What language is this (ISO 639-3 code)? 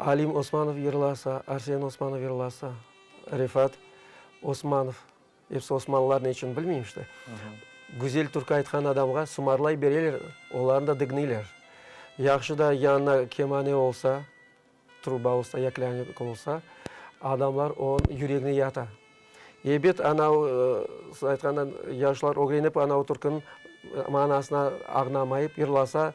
crh